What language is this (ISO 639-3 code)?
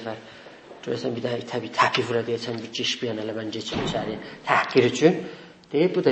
azb